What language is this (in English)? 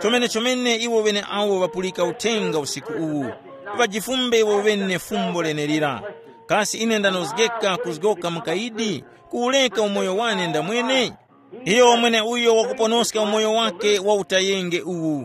Tumbuka